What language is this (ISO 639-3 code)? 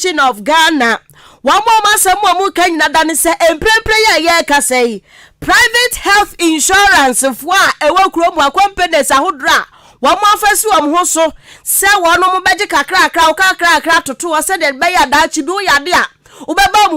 aka